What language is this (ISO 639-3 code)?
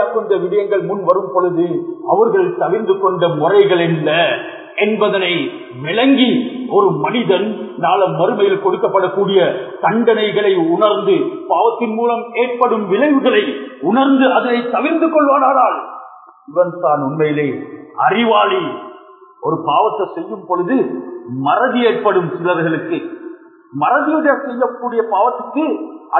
tam